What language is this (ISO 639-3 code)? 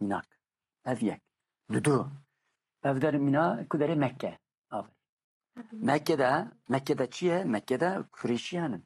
kur